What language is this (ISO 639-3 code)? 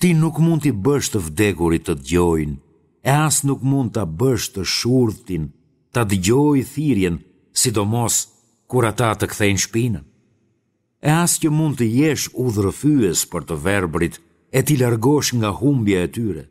sqi